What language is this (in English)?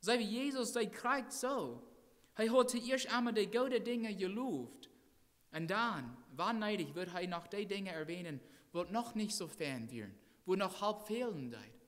Plautdietsch